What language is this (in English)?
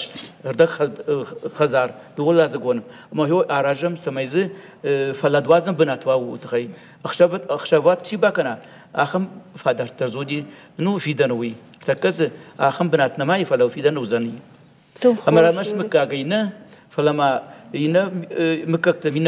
Ossetic